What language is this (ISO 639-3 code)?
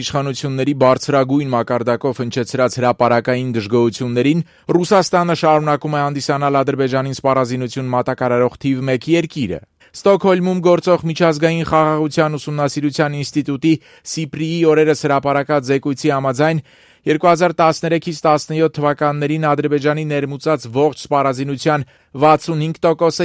hye